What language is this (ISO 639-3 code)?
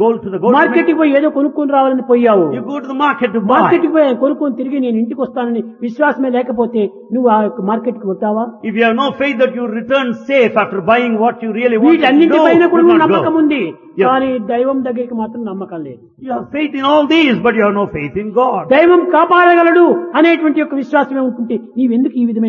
tel